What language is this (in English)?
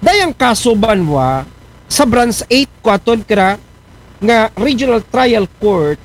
Aklanon